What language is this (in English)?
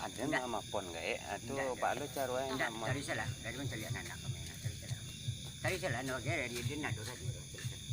Minangkabau